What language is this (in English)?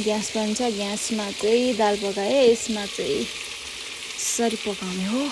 Nepali